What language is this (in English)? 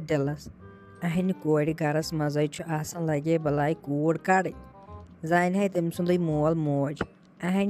Kashmiri